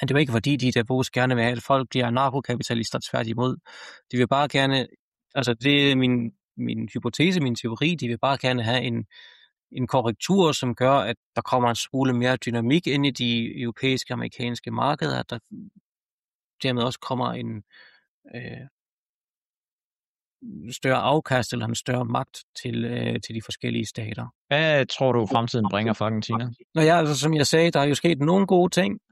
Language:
Danish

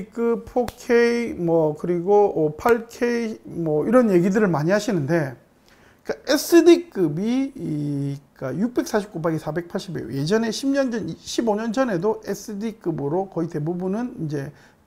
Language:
Korean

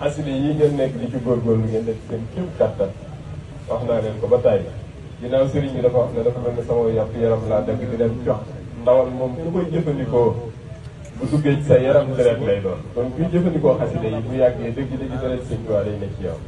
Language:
Wolof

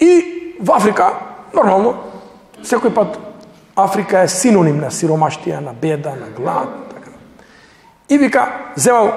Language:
Macedonian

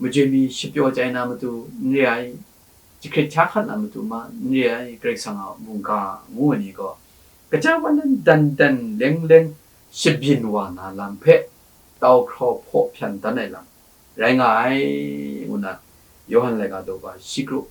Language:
Kachin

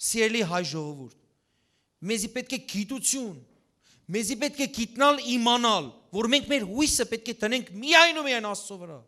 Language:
Western Armenian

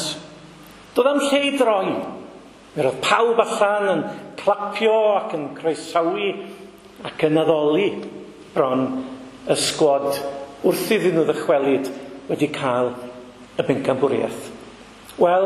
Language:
Welsh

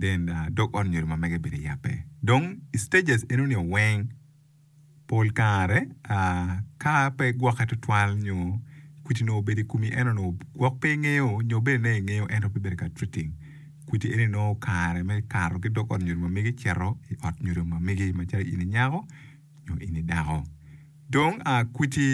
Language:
Acoli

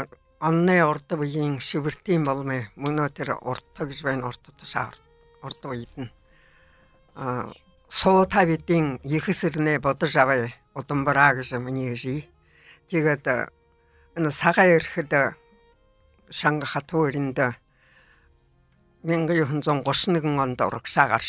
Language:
Buriat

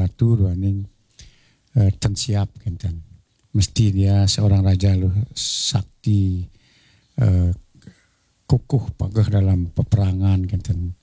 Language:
Balinese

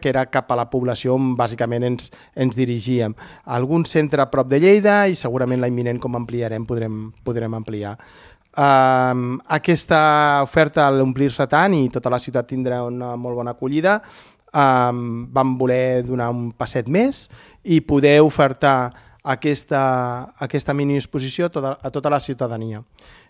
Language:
Catalan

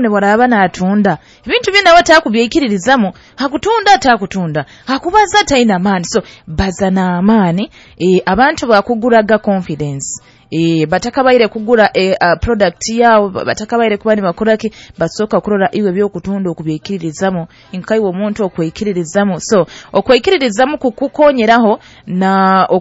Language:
Nyoro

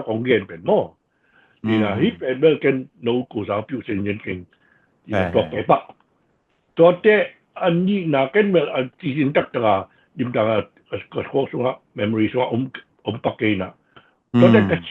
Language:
Tedim Chin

